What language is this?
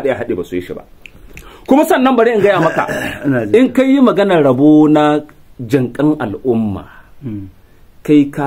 Hausa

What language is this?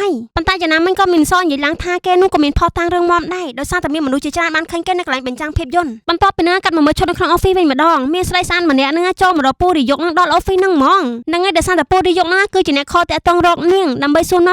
Khmer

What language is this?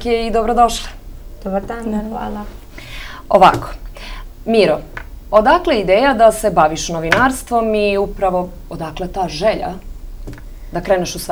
Serbian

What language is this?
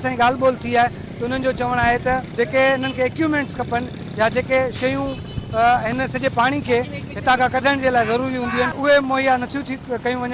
Sindhi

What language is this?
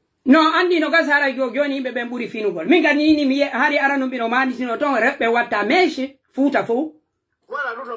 Pular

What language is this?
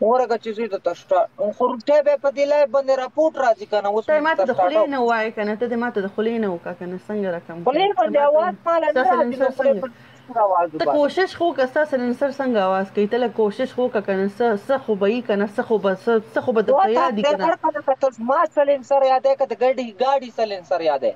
Pashto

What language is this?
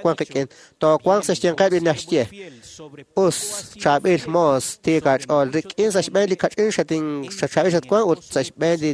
Kekchí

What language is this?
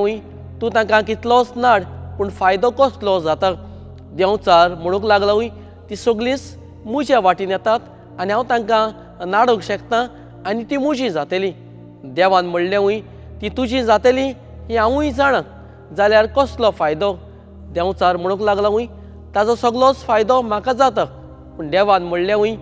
Konkani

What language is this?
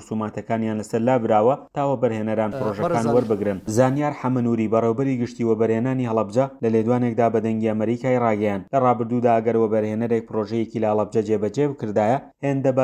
Central Kurdish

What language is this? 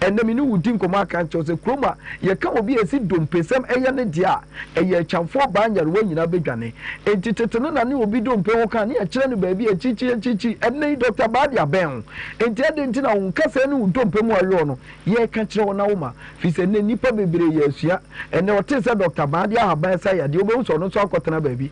Akan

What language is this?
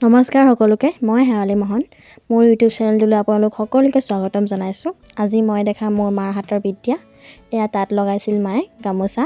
Assamese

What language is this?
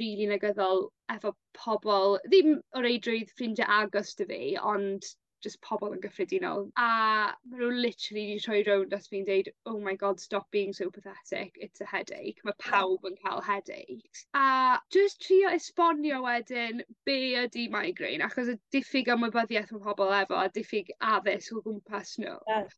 Welsh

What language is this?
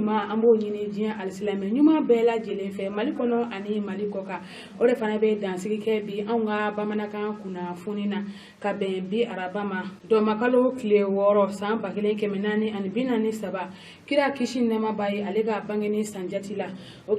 Bambara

